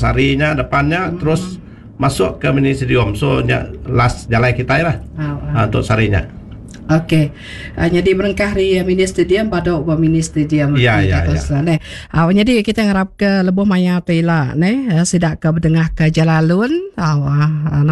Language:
Iban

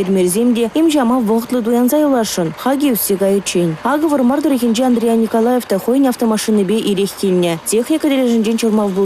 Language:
Chuvash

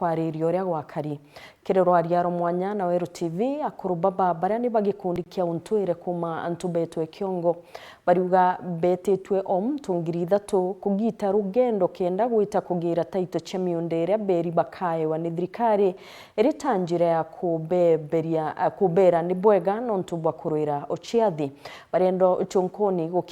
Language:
Meru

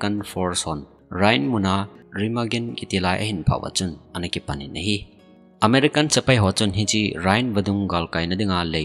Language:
Thado Chin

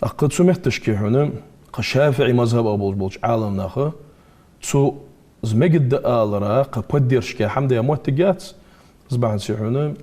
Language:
Ingush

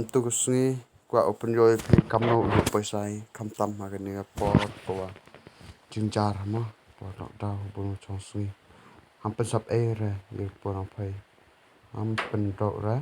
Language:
Khasi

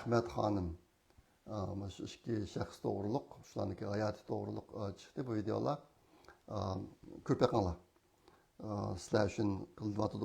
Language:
Uyghur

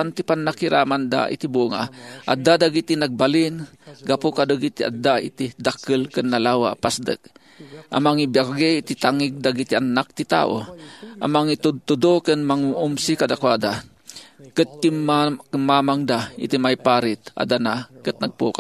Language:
Iloko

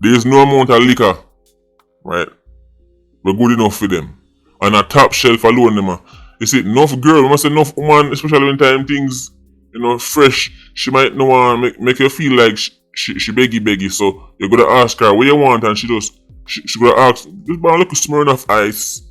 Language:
Jamaican Creole English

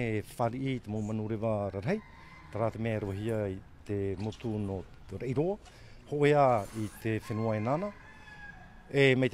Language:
Tahitian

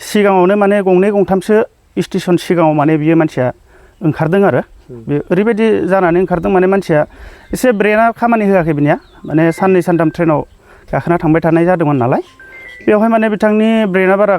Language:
Bodo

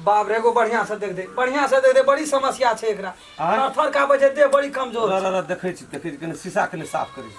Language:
Maithili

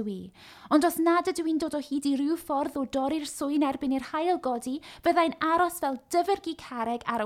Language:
Welsh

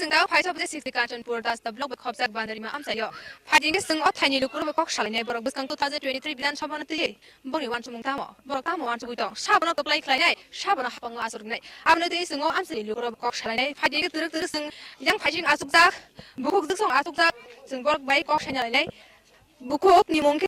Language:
Kok Borok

